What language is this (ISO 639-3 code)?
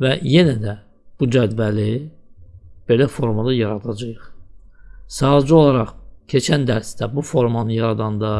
aze